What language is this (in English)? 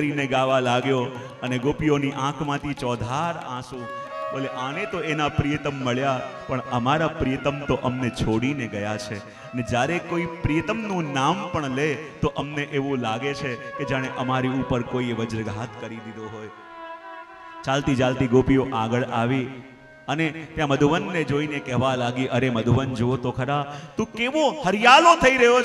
Gujarati